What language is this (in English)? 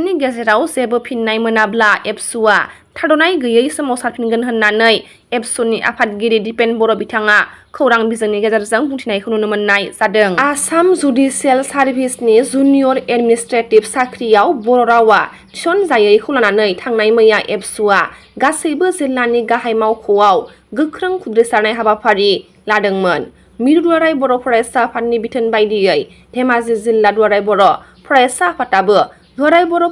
Bodo